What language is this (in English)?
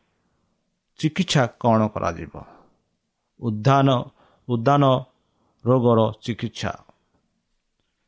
Odia